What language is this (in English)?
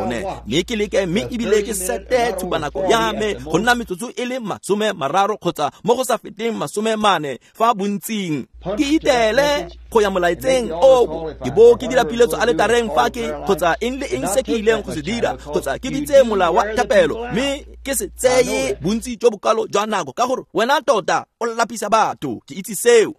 Tswana